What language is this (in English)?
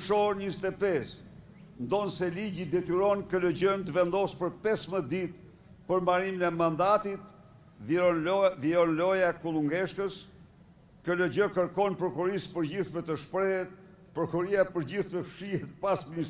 Albanian